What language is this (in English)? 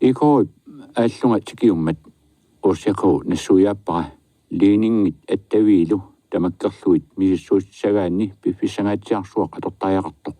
Kalaallisut